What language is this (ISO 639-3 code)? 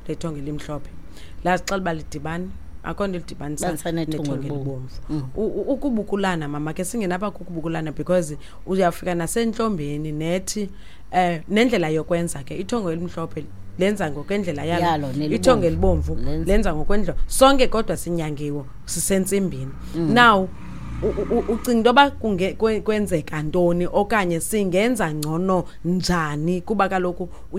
xho